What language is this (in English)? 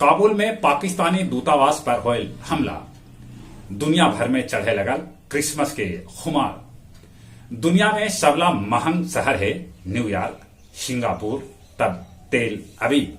Magahi